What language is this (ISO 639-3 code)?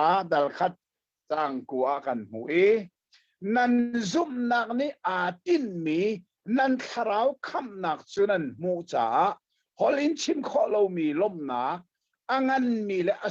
cnh